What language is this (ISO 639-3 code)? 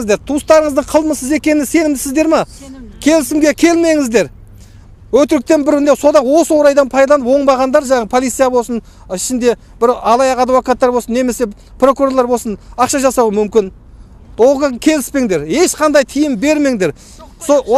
kaz